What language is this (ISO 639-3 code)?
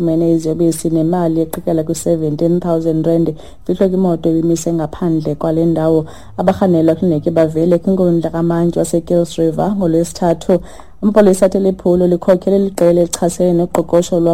xho